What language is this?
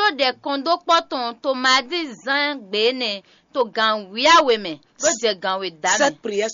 Fon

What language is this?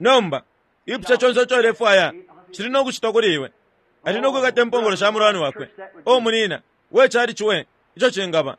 Bemba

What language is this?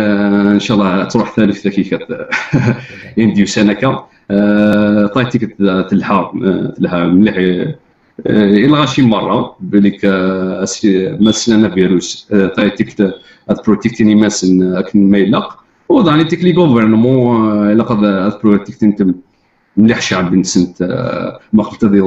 Kabyle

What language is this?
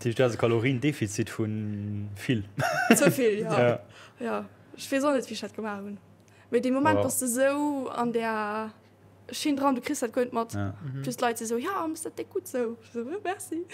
Luxembourgish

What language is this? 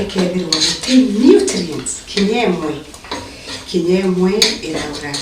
Meru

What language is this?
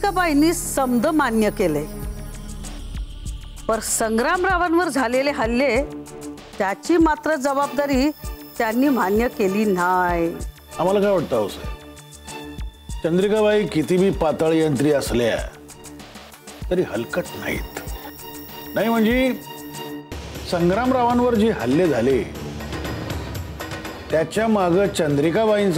Marathi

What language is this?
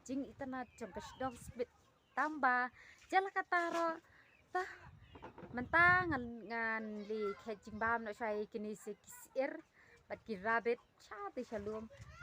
Khasi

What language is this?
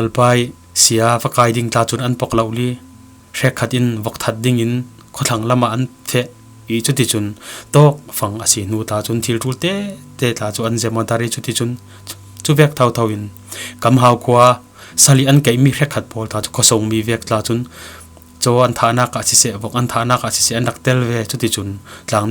Falam Chin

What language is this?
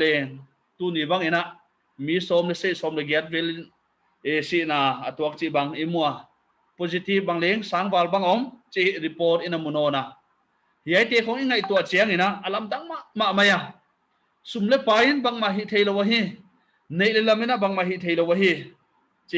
Paite Chin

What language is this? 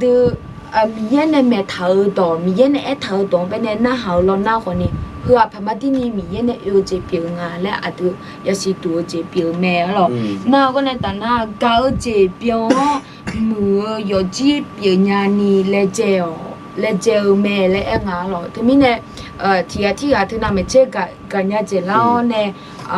Akha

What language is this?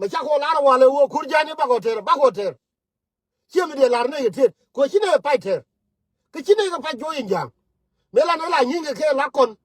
Nuer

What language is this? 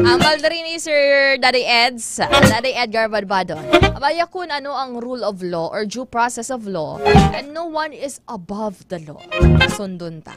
Hiligaynon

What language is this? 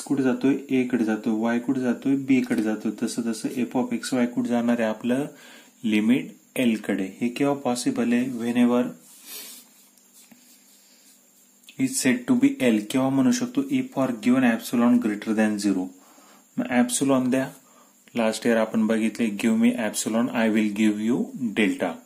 Marathi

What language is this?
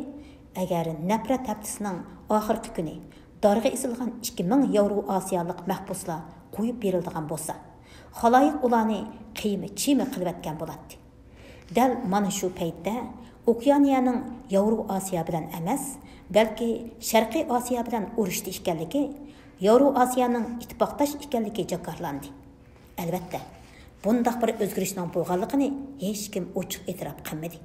Uyghur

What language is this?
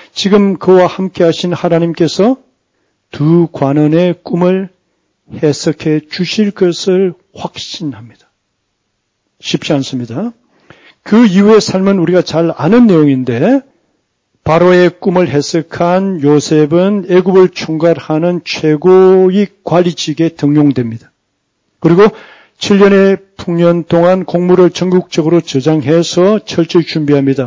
Korean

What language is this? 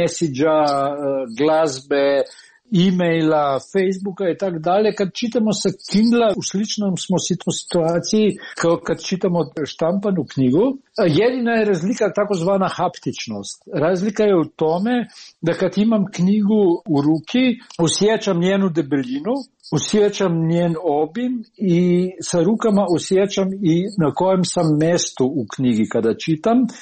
Croatian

